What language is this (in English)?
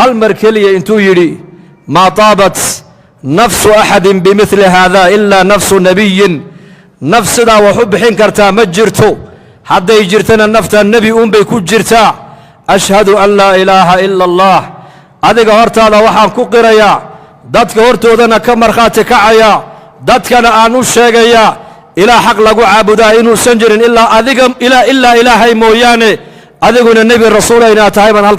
Somali